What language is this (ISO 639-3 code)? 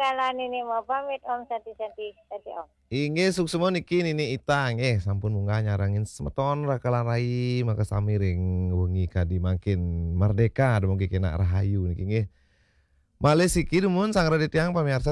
ban